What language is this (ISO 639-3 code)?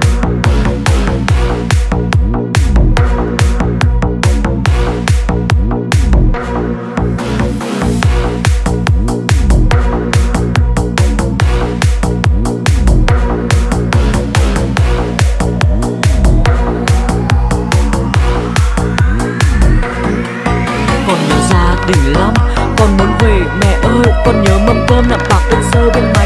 vie